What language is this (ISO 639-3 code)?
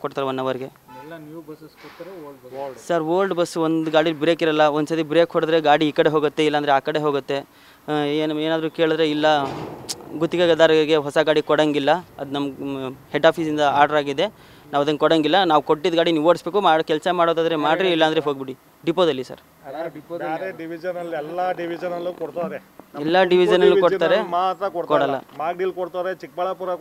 kan